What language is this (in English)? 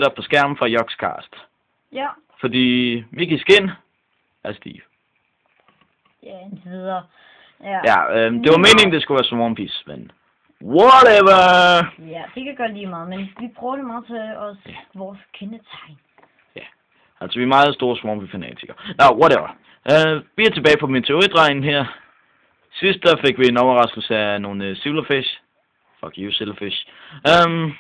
Danish